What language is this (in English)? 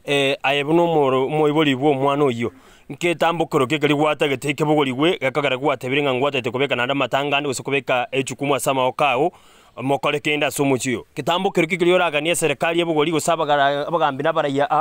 Gusii